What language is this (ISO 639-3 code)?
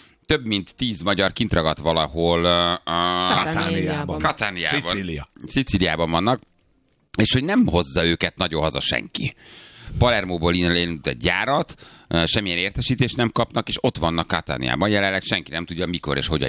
hun